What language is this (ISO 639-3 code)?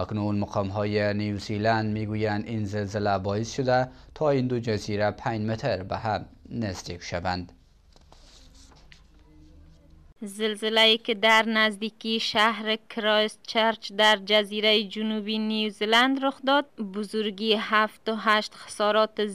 fas